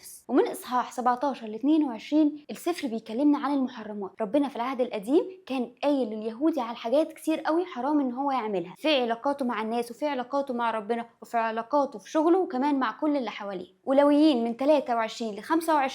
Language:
Egyptian Arabic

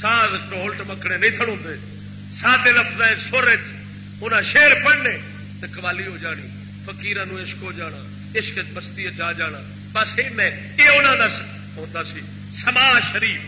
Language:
Saraiki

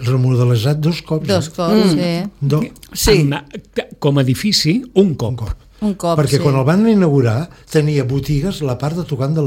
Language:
Catalan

